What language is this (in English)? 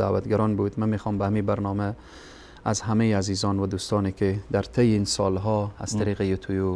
Persian